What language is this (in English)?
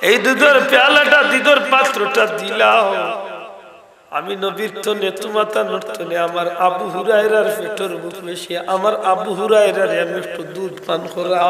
Sylheti